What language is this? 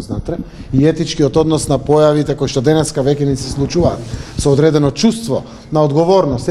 Macedonian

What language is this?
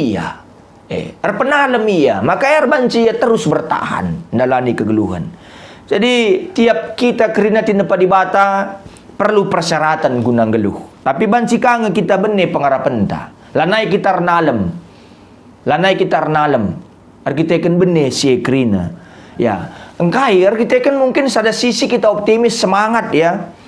Batak Karo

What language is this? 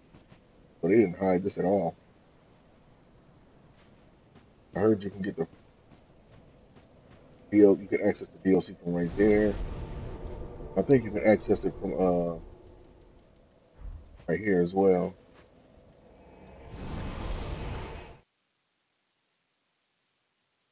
English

